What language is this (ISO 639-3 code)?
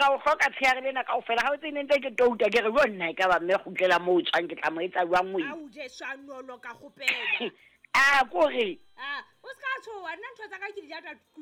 sot